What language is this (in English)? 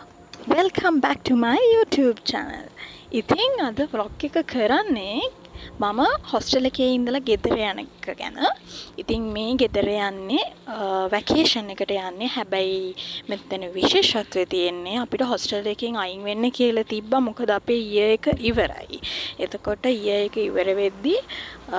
Sinhala